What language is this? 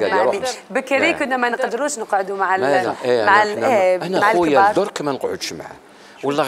Algerian Arabic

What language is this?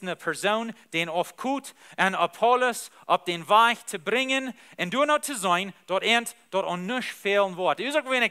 Plautdietsch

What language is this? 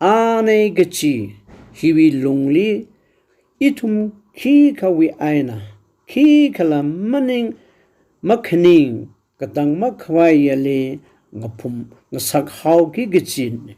Tangkhul Naga (India)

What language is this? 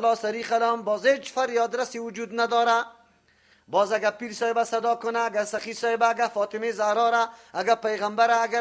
Persian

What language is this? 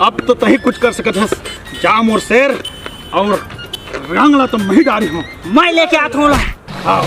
Chhattisgarhi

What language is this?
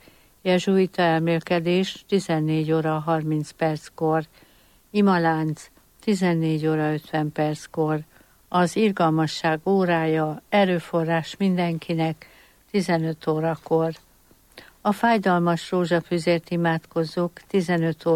Hungarian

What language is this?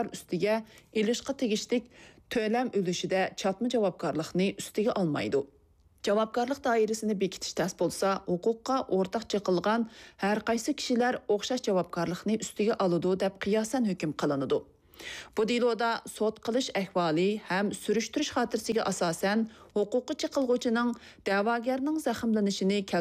Uyghur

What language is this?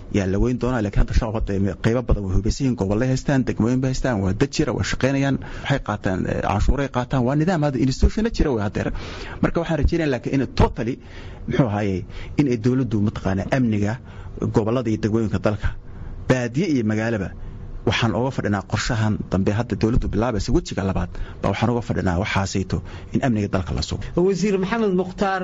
Somali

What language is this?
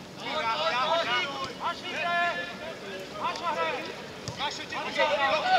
Czech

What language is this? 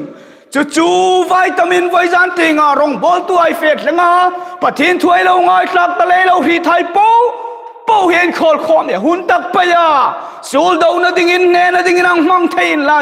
Hmar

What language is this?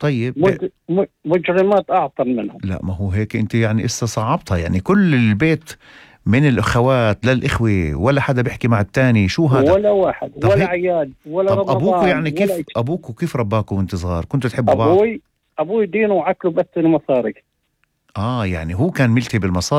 North Levantine Arabic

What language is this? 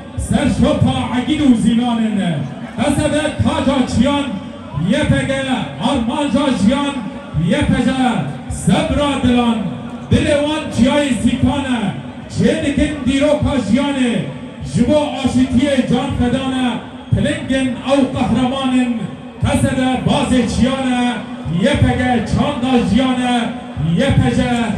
Kurdish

